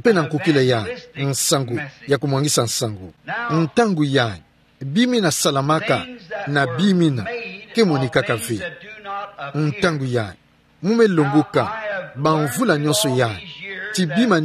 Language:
Kituba (Democratic Republic of Congo)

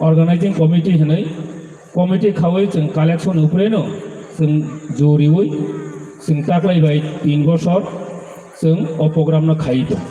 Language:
Kok Borok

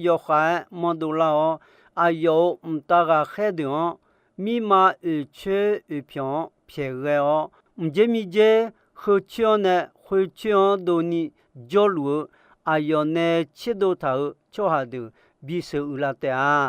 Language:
Akha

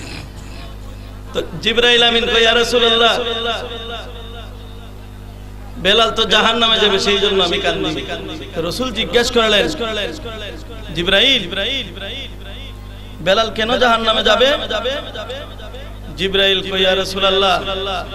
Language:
Bangla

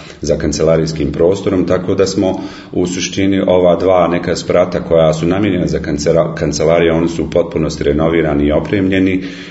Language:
Bosnian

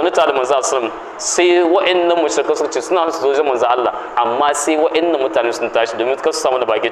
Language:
Hausa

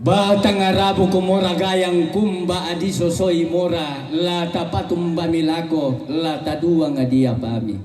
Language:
Toraja-Sa'dan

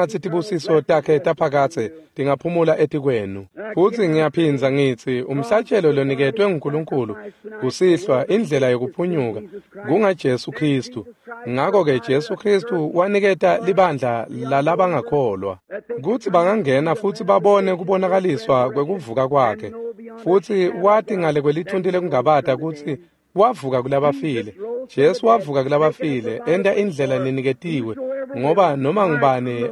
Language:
Swati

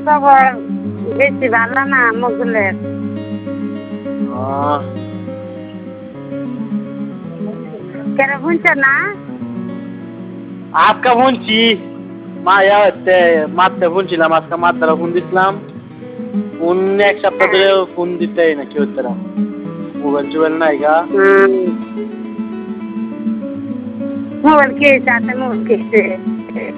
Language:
Bangla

